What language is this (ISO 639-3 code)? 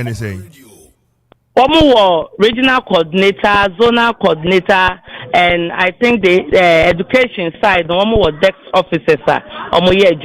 aka